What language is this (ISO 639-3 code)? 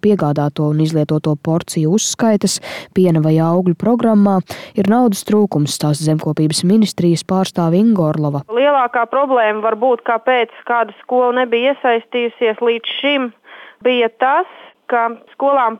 lav